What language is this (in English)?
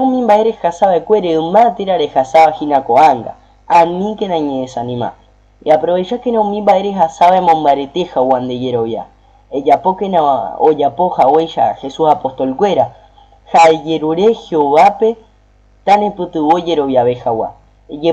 Guarani